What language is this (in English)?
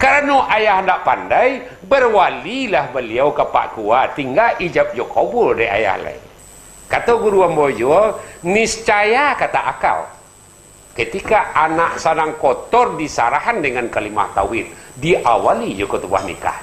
Minangkabau